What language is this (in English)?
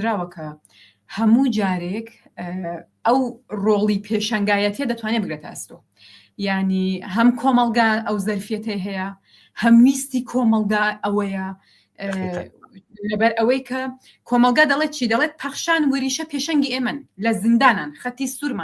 Central Kurdish